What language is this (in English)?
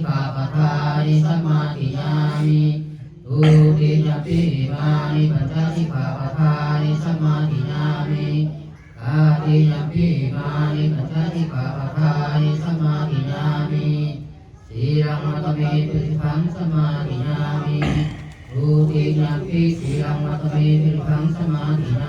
Pali